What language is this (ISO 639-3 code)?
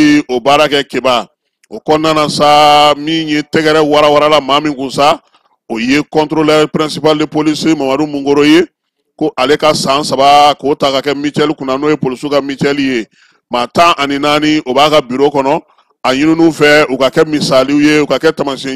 bam